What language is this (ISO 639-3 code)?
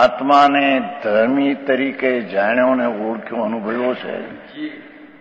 guj